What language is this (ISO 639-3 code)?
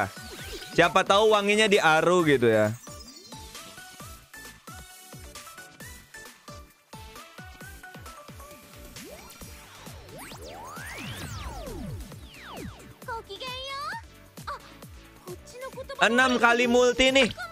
ind